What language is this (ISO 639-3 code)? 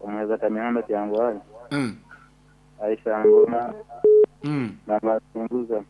nyn